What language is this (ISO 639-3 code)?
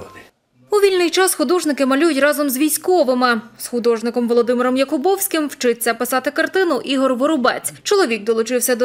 ukr